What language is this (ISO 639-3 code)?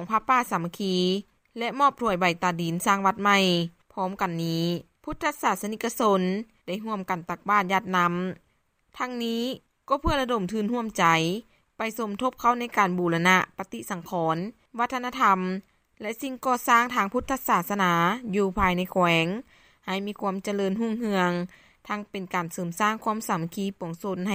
lao